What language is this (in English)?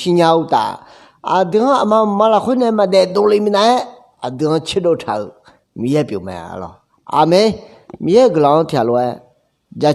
Akha